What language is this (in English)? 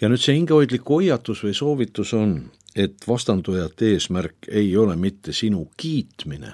Estonian